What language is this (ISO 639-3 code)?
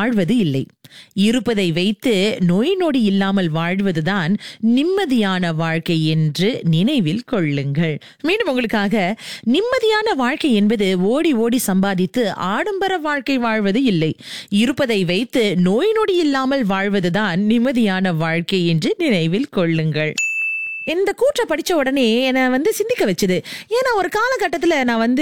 tam